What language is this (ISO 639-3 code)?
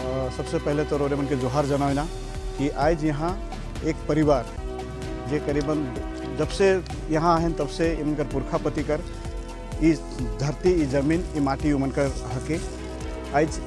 sck